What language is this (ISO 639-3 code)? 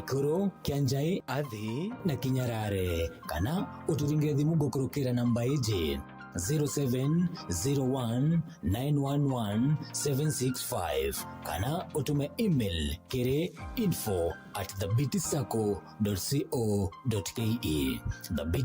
mer